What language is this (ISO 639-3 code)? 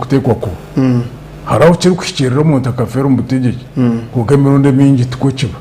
nyn